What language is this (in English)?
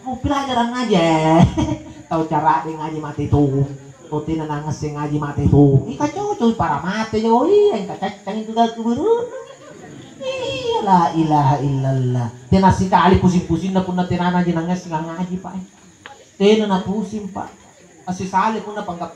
Makasar